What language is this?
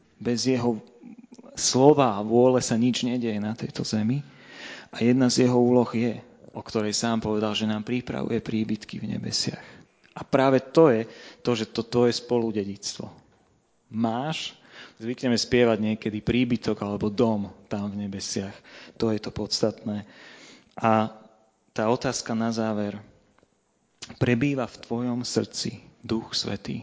Slovak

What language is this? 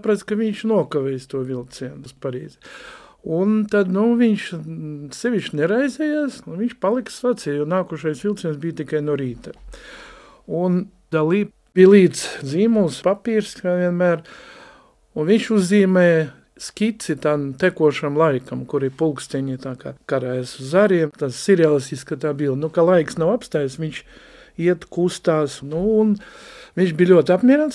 Latvian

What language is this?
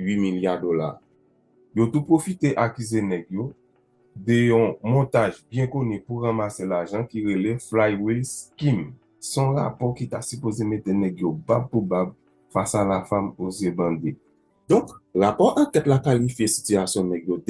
Haitian Creole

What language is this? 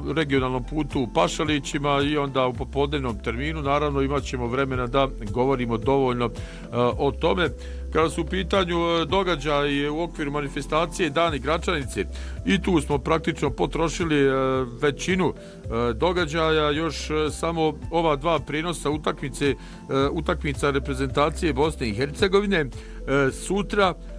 Bosnian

